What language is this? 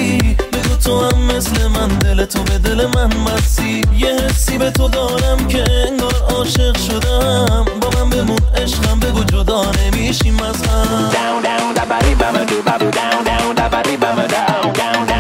Persian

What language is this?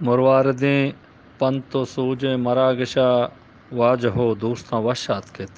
Eastern Balochi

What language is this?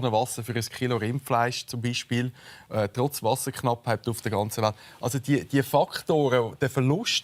Swiss German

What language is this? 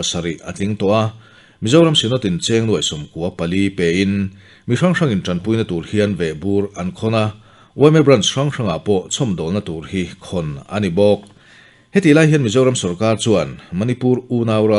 Mizo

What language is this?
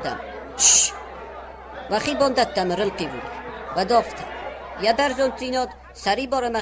Ossetic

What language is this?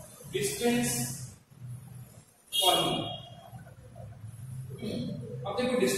Hindi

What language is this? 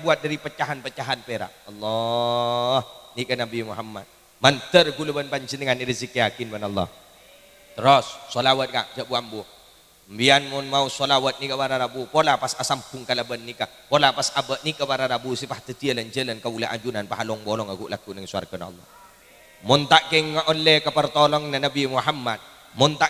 Madurese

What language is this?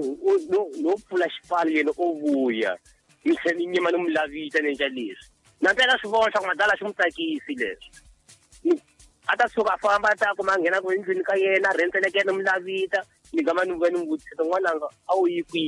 Tsonga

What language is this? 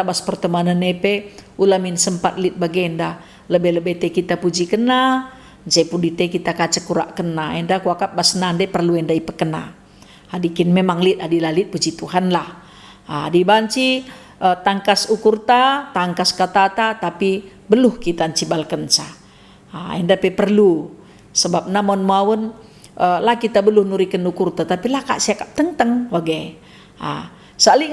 Batak Karo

